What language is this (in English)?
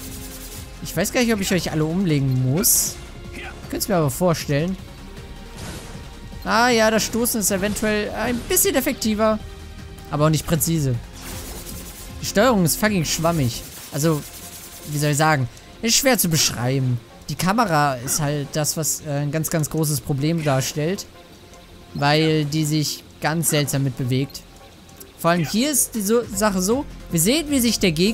German